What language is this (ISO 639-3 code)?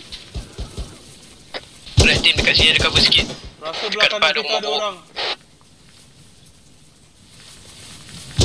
msa